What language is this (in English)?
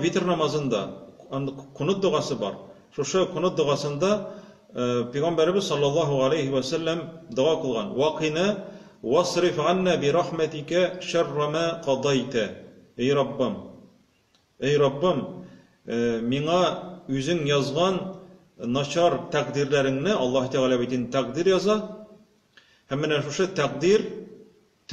Tatar